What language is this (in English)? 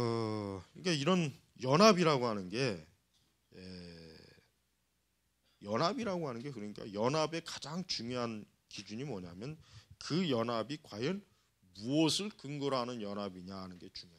Korean